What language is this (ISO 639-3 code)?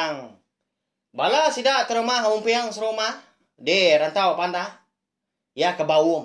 iba